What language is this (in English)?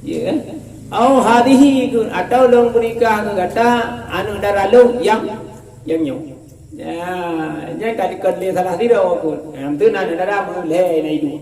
Achinese